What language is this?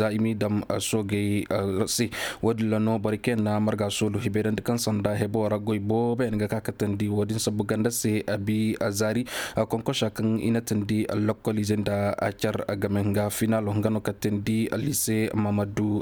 Koyraboro Senni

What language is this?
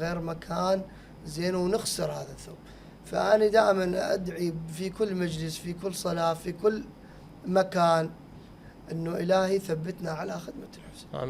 Mesopotamian Arabic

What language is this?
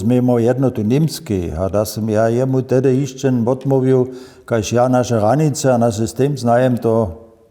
Upper Sorbian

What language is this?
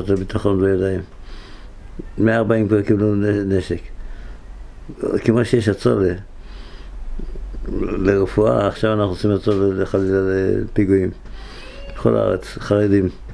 Hebrew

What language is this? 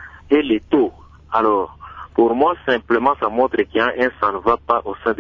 French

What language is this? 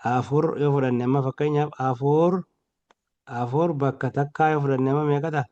Oromo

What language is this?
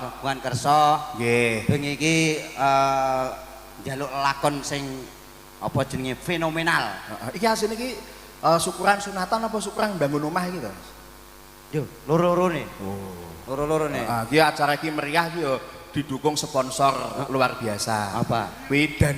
Javanese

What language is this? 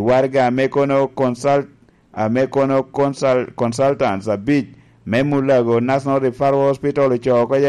Lango (Uganda)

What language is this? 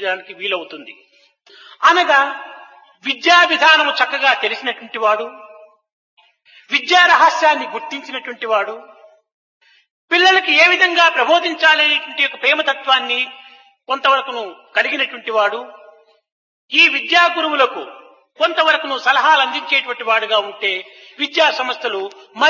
Telugu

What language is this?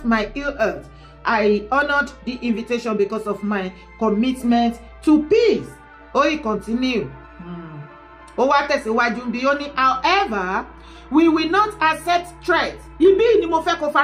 Yoruba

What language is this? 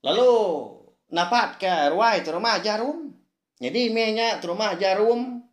Iban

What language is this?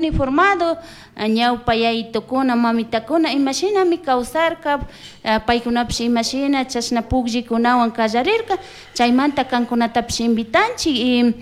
Chimborazo Highland Quichua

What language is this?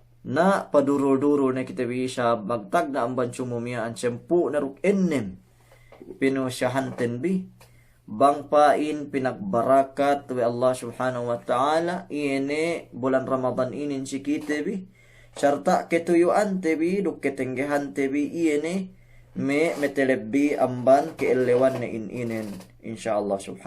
Yakan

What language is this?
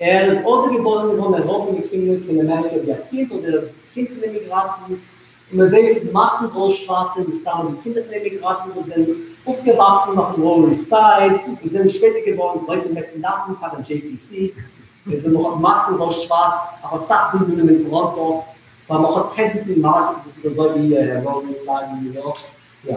Yiddish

